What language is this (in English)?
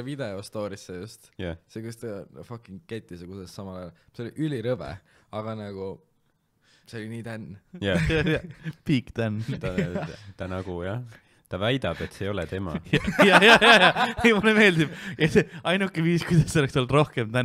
Estonian